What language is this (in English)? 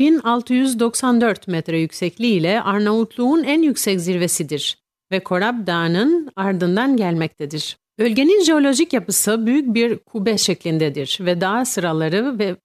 Turkish